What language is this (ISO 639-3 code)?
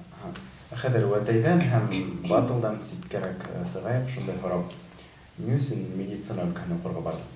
bak